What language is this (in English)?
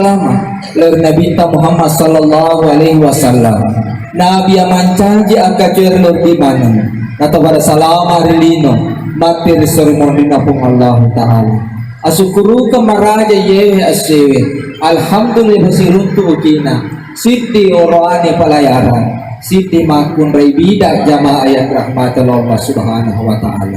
Buginese